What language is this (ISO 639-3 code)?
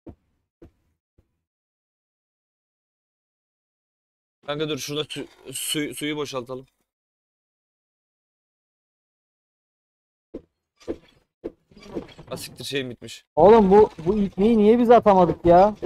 tur